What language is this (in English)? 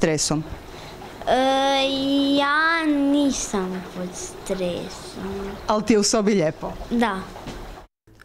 Croatian